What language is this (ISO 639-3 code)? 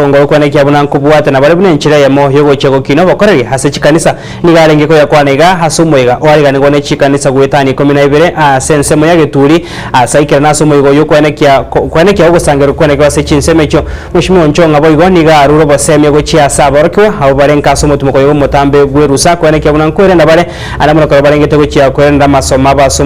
guz